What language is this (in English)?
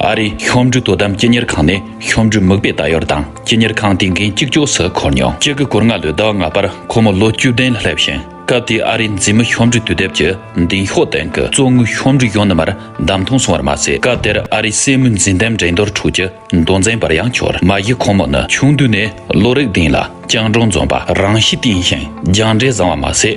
Tibetan